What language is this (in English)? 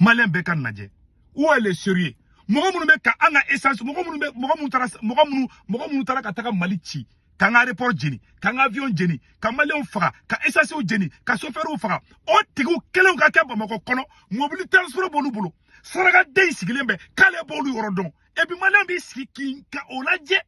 Bambara